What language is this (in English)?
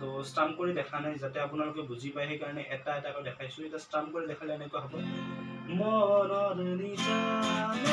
Assamese